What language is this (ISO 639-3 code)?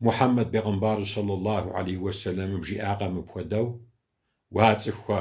kbd